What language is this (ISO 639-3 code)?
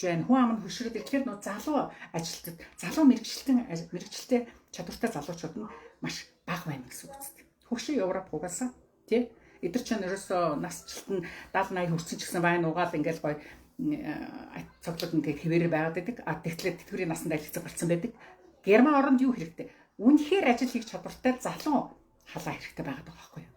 mon